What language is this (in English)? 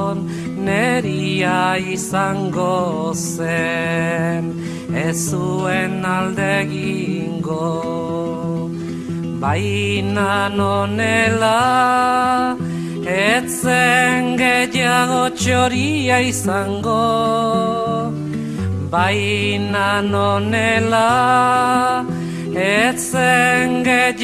Basque